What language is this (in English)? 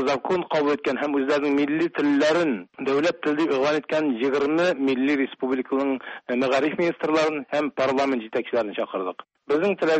Tatar